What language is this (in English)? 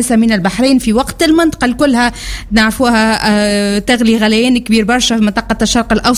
Tunisian Arabic